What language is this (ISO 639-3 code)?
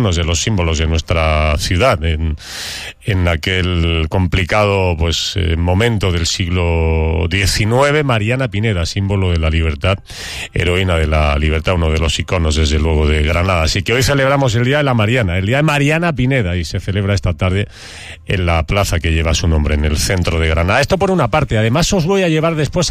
spa